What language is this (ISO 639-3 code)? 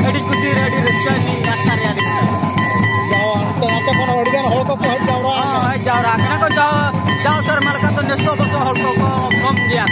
sat